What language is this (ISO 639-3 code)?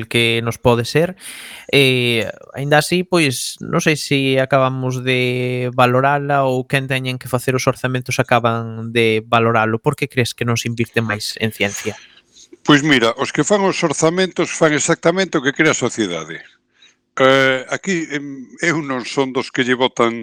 glg